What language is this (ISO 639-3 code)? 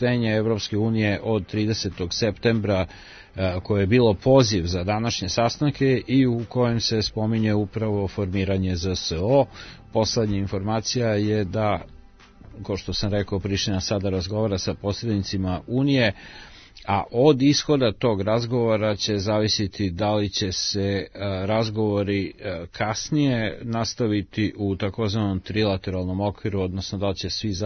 srp